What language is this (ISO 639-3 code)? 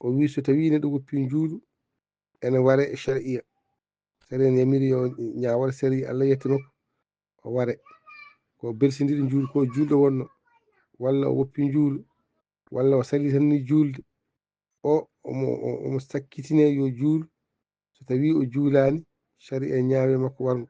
ful